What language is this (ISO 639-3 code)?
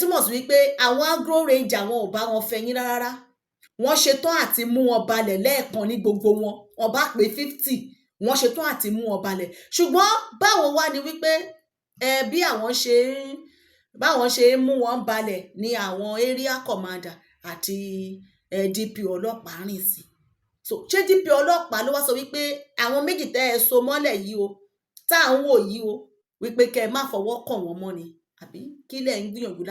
yor